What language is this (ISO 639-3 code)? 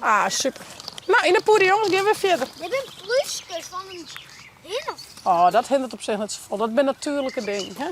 fry